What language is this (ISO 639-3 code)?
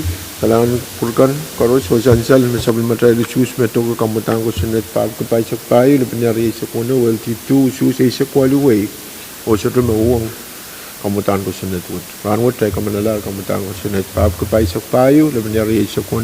pon